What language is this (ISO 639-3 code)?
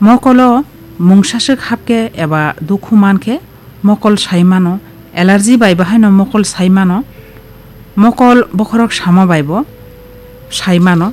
trp